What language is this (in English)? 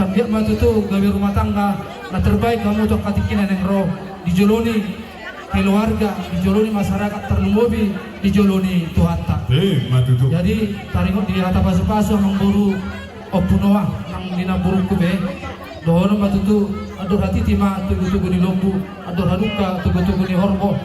Batak Toba